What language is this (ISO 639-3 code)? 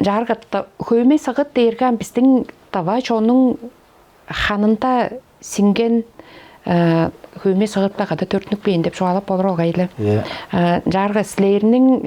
tyv